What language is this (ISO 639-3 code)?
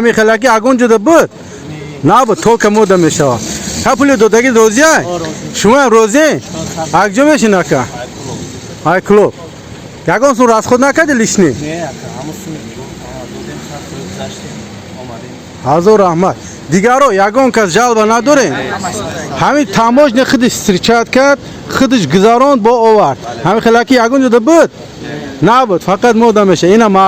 tgk